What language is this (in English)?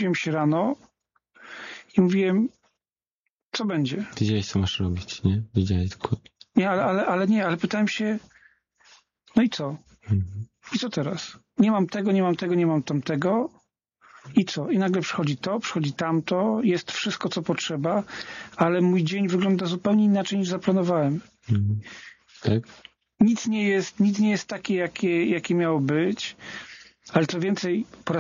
Polish